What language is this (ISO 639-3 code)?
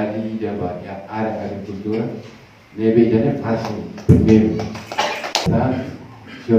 tet